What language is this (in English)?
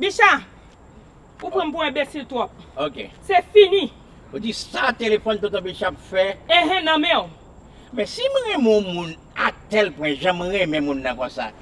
Haitian Creole